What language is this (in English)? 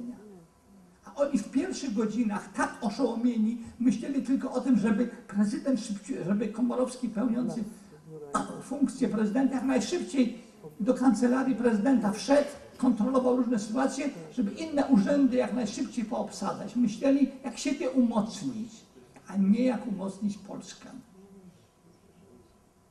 Polish